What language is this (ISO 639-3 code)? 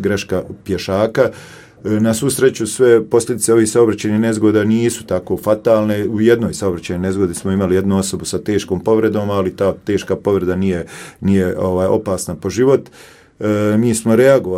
hrv